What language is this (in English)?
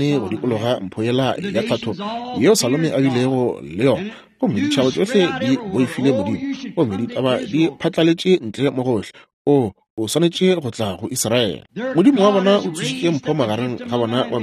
Northern Sotho